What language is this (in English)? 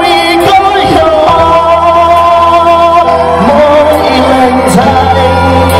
Hmong